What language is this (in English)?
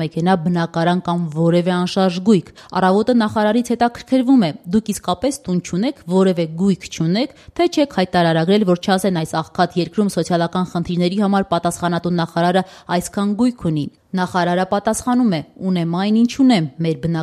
Armenian